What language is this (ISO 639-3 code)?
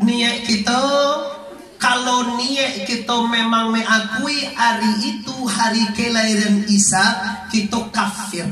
min